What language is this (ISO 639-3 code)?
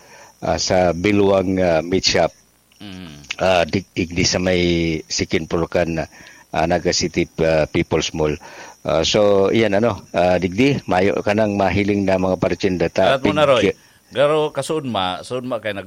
bik